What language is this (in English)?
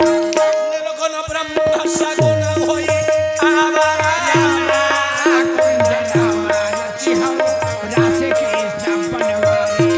Chhattisgarhi